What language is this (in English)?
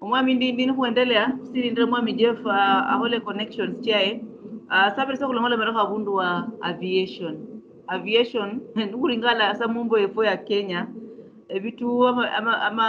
Luyia